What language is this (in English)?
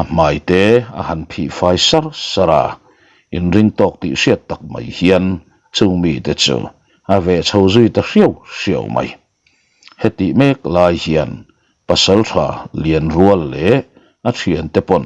Mizo